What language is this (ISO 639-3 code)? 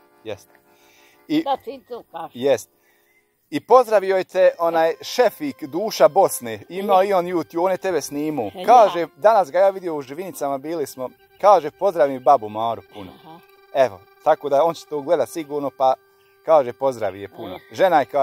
bos